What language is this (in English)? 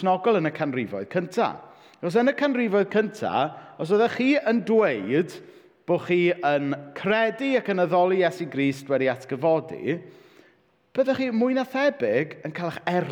Welsh